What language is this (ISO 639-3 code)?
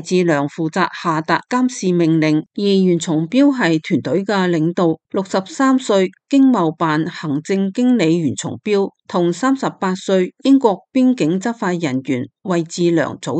yue